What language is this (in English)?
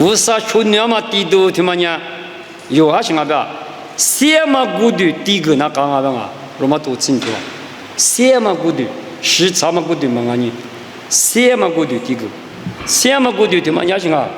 Lisu